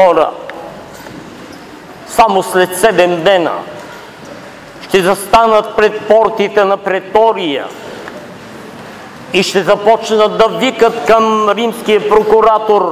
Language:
Bulgarian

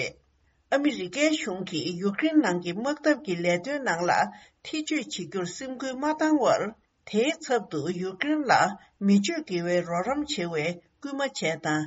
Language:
Tibetan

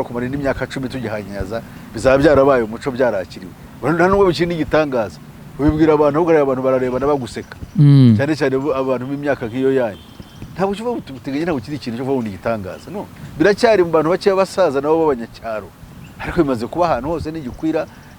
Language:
Kinyarwanda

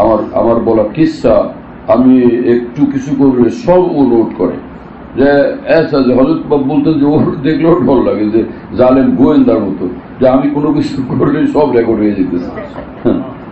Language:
Bangla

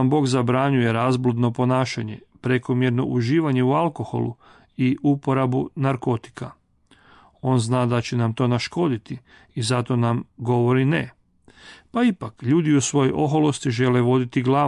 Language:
Croatian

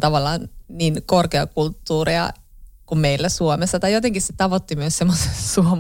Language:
Finnish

